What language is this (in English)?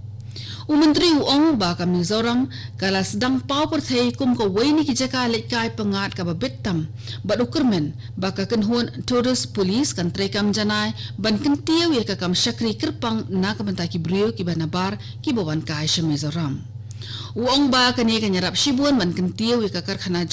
Khasi